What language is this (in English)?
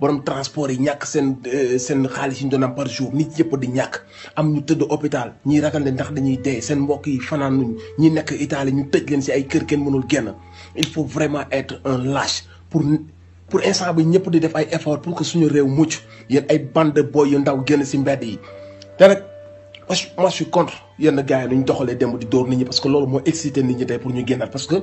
Wolof